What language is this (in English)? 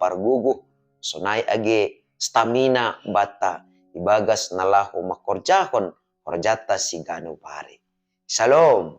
Batak Simalungun